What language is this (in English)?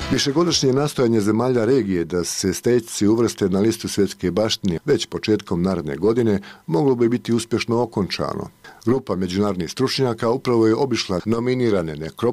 Bosnian